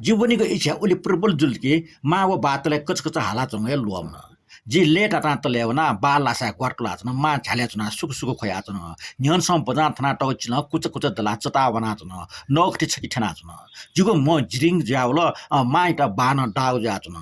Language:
Newari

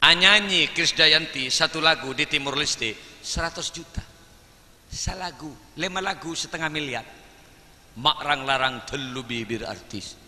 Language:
Madurese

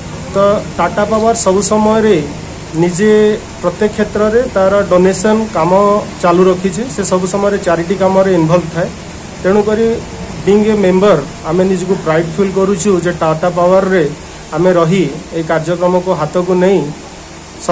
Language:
Odia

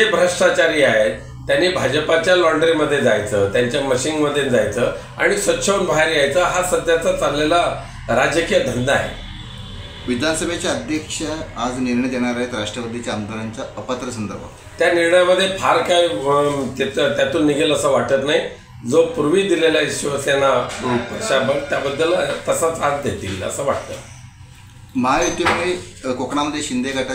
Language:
Marathi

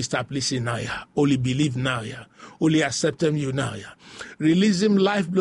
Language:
Bislama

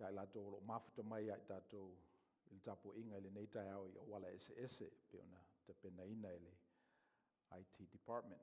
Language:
Samoan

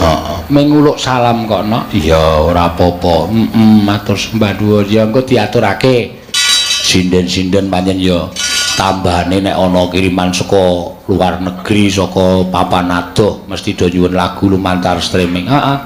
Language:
Javanese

